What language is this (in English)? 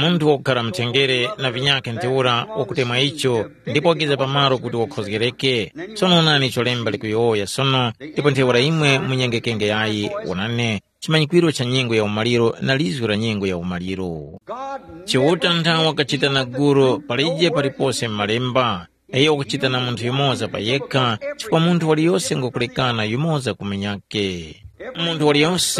Tumbuka